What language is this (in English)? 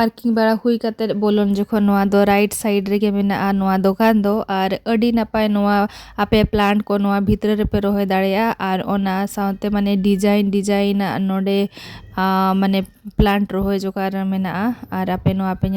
Santali